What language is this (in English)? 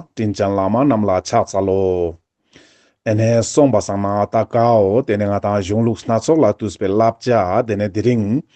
Ladakhi